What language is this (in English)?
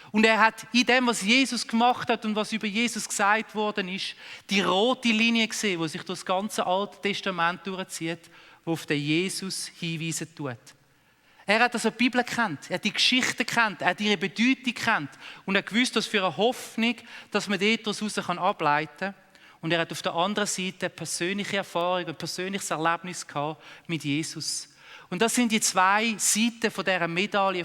Swiss German